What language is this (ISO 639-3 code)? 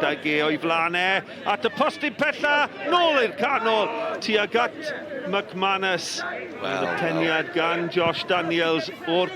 cym